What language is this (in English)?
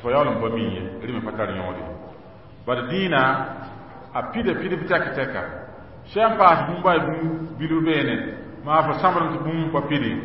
Mossi